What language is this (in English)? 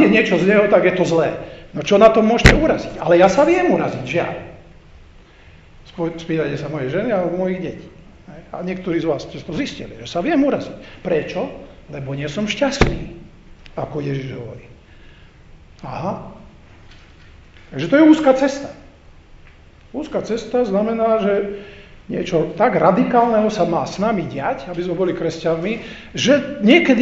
Slovak